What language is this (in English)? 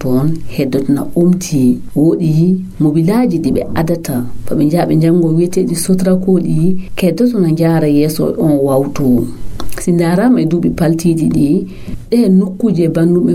Fula